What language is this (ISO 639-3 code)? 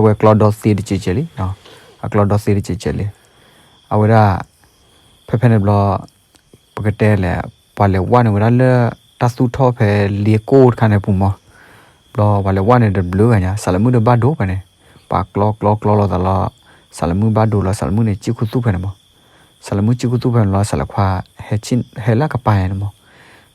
ksw